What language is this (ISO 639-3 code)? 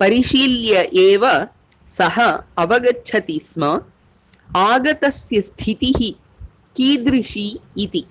san